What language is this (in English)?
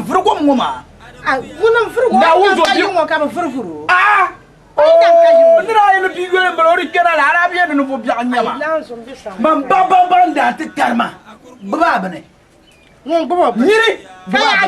Dagbani